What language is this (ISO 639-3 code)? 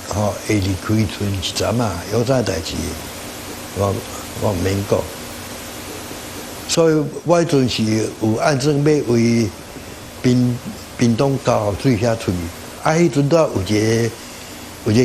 nan